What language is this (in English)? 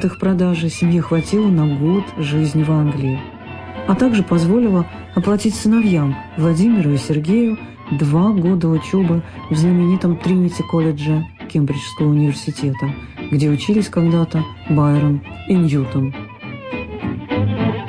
Russian